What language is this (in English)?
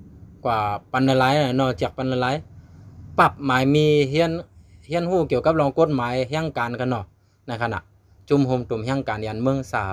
Shan